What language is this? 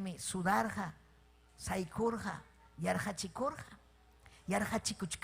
Ayacucho Quechua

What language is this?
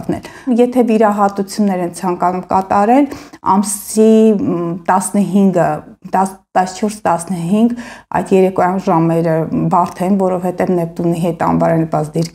Armenian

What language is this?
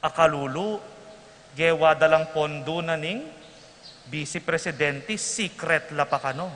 Pampanga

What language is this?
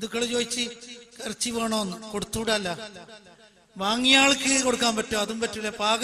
Malayalam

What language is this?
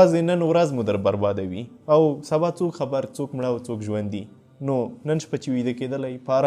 Pashto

